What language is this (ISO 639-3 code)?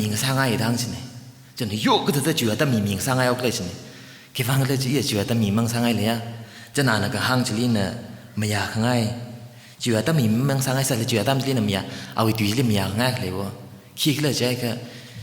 nmf